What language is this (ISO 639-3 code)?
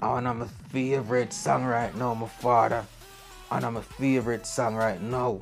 jam